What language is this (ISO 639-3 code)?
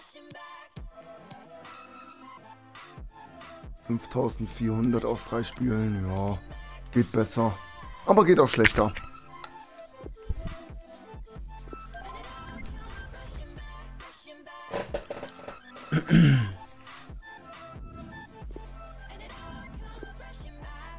deu